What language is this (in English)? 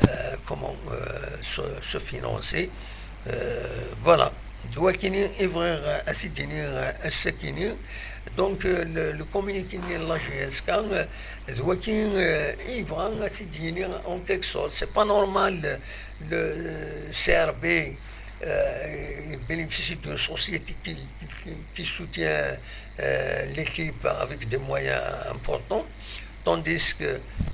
Kabyle